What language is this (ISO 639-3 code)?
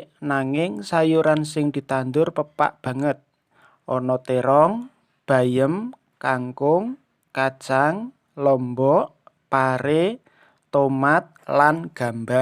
jav